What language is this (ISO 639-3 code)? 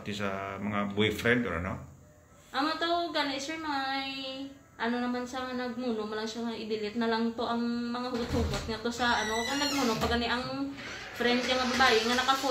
hil